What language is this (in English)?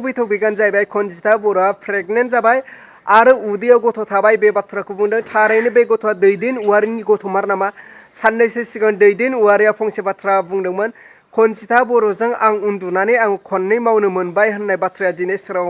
Bodo